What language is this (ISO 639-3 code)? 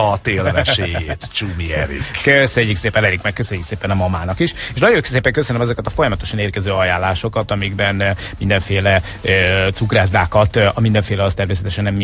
hun